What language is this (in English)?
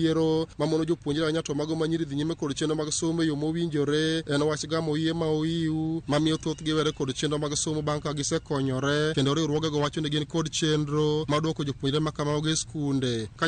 Luo (Kenya and Tanzania)